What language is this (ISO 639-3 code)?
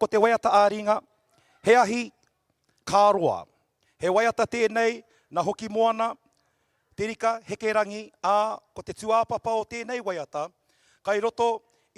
mri